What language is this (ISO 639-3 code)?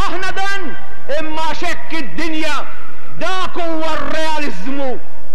mlt